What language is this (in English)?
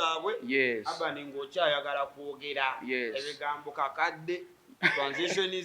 Ganda